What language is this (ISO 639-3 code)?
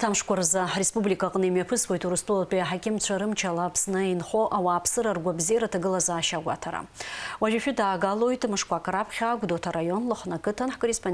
abk